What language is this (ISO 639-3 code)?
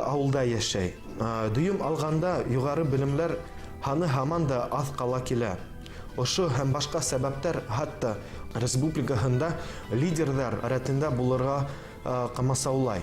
bak